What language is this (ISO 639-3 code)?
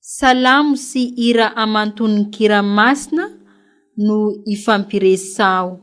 mlg